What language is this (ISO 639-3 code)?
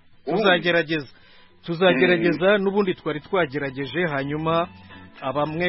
kin